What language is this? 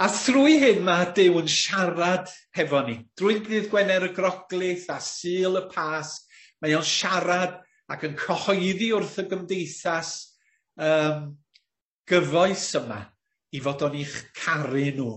Welsh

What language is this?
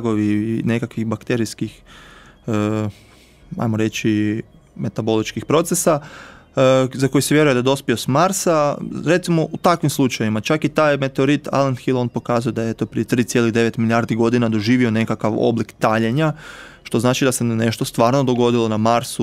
Croatian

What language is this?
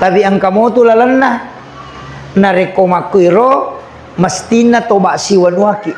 Buginese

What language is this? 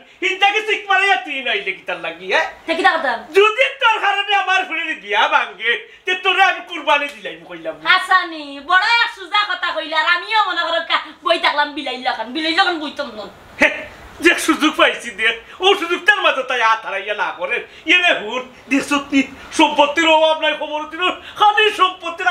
Sylheti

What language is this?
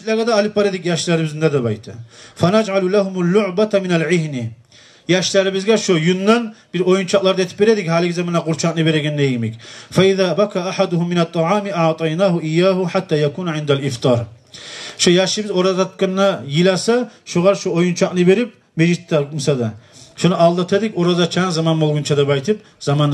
Kumyk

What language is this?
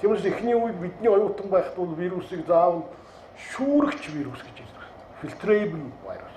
Mongolian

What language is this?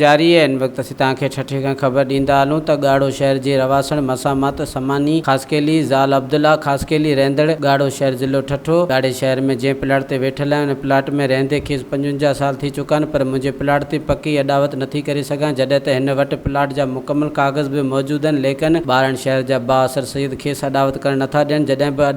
Sindhi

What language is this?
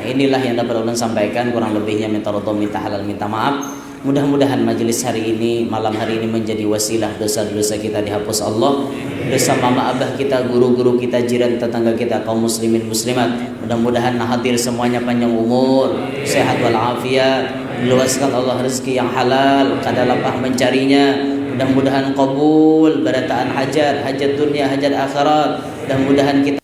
Banjar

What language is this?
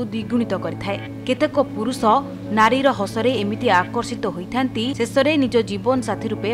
Odia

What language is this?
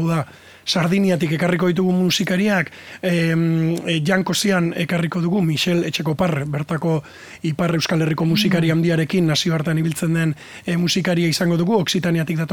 Basque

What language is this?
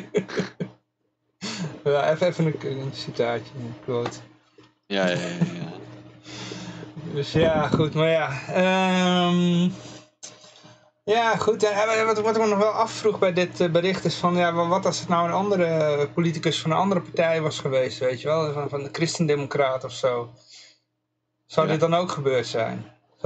Dutch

